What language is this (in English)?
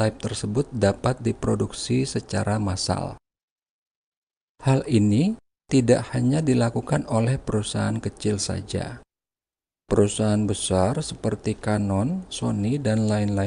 Indonesian